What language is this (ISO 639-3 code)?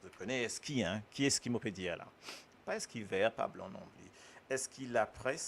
mfe